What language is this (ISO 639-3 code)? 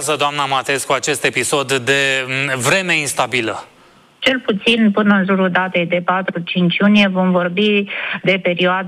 ron